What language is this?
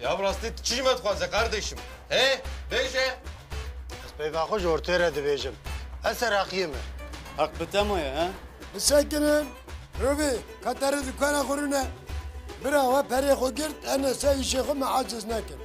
Kurdish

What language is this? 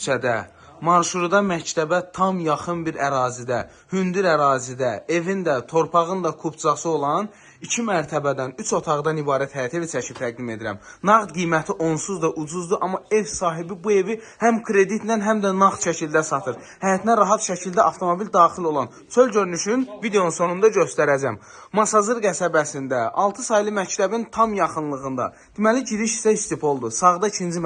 Azerbaijani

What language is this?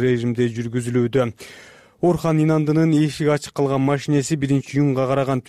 Kyrgyz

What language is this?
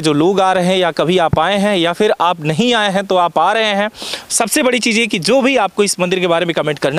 Hindi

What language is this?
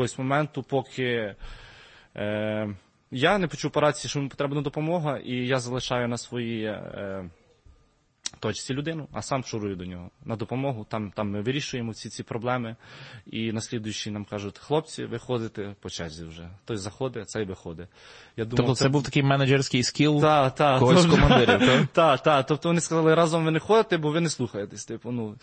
Ukrainian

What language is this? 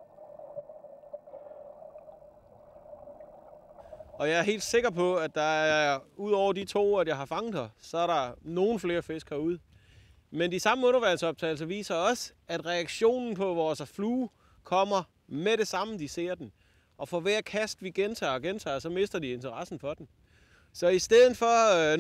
Danish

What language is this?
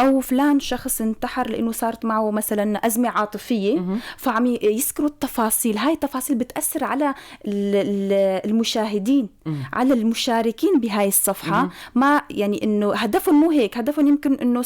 North Levantine Arabic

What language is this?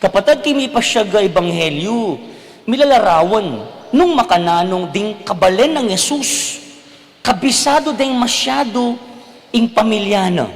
Pampanga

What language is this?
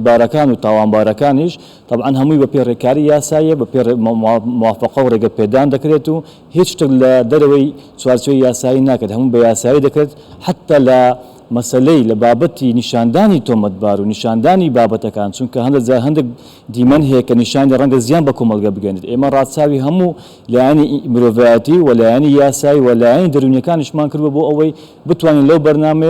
Central Kurdish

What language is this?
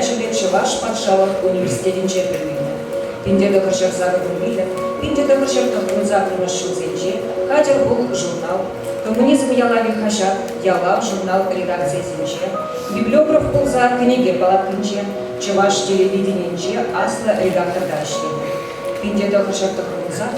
Chuvash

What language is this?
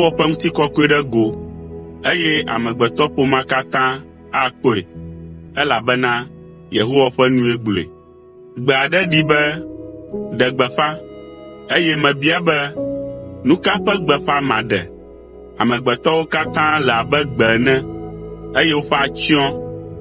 Ewe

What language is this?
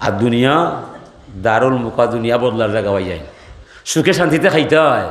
Sylheti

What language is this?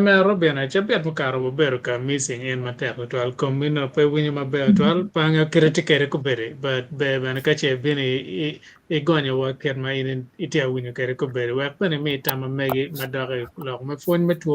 Acoli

